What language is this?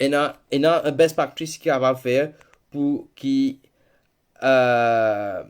Morisyen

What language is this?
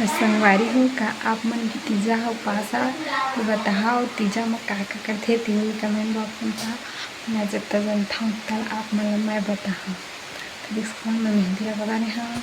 Chhattisgarhi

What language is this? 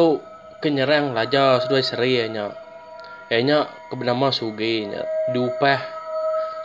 Iban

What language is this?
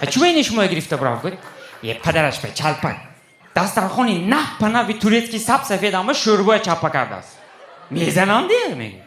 Tajik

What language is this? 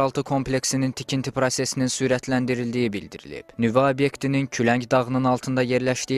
Azerbaijani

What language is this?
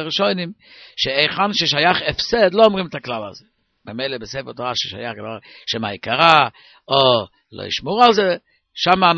Hebrew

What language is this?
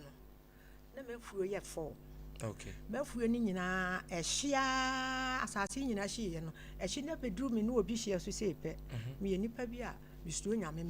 Akan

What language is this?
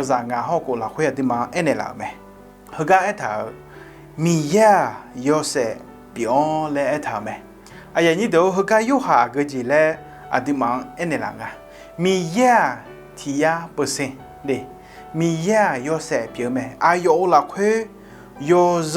Akha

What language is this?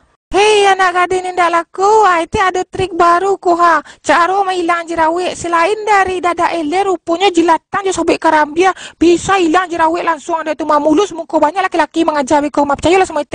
Minangkabau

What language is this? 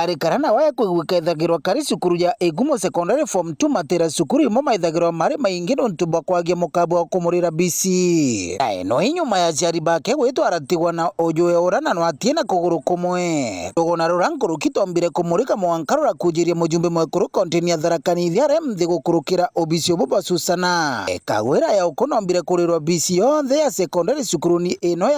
Meru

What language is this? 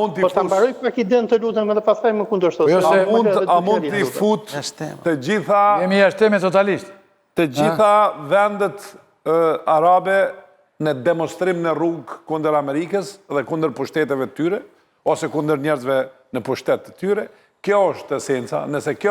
Albanian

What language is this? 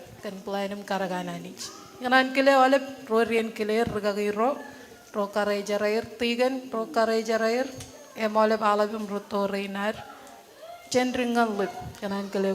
Marshallese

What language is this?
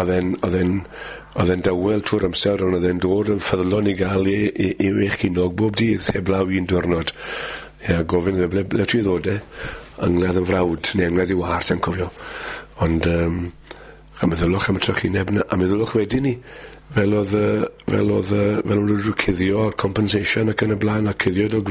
Welsh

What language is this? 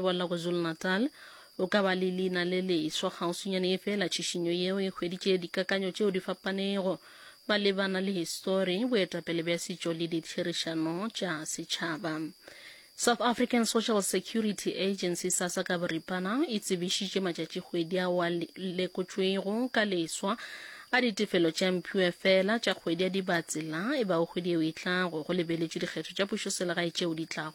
Northern Sotho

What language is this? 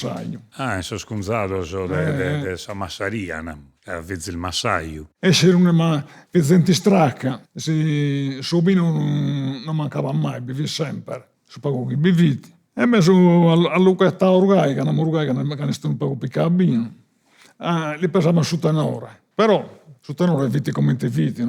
Sardinian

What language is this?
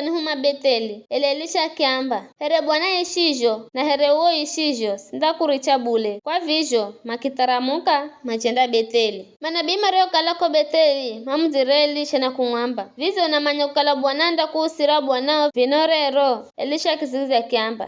Giryama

